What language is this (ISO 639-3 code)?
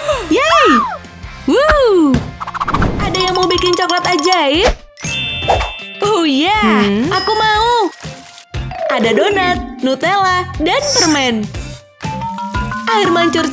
ind